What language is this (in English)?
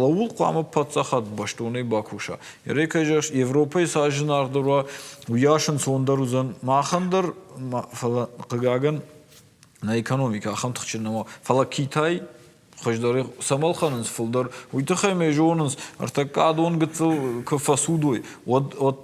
Ossetic